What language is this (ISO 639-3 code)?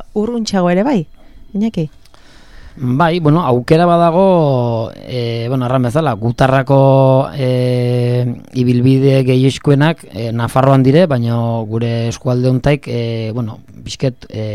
eus